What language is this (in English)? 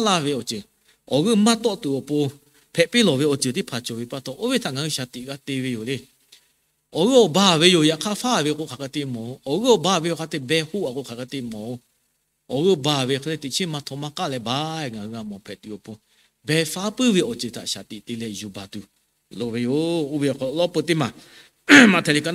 Lahu